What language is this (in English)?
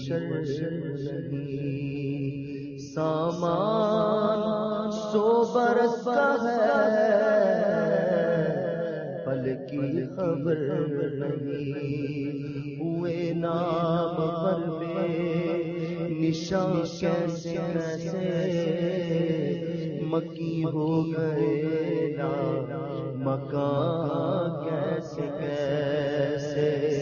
Urdu